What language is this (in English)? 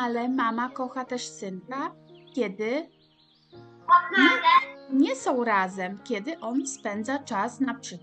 Polish